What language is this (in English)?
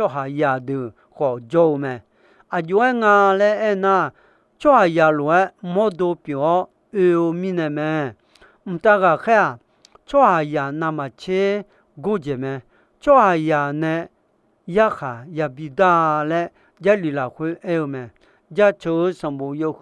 Akha